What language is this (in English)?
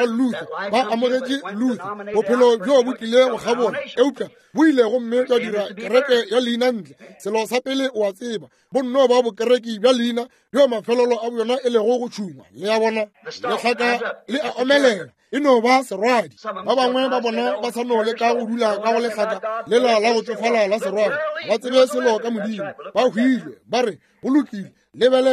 Northern Sotho